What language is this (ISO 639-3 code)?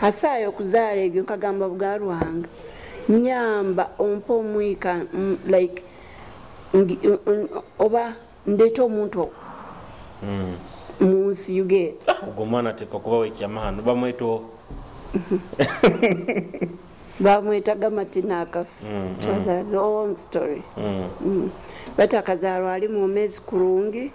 nyo